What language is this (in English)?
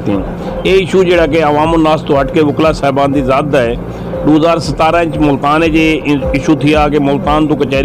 Saraiki